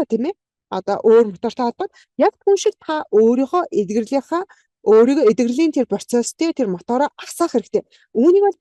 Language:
Mongolian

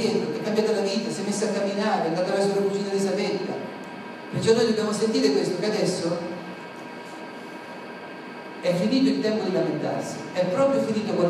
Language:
Italian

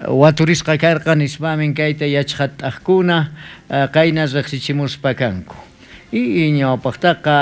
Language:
South Bolivian Quechua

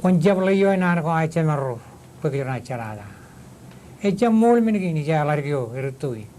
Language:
Marshallese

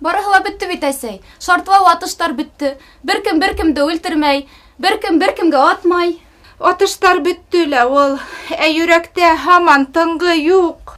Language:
Bashkir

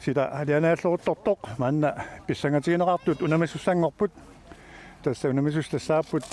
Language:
Kalaallisut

